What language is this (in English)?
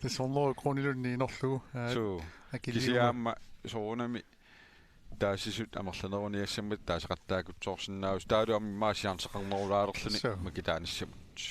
Kalaallisut